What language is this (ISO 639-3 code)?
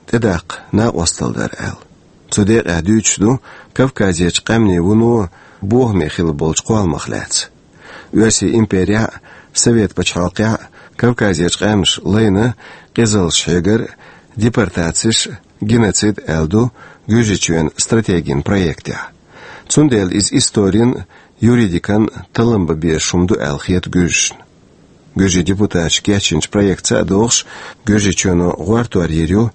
che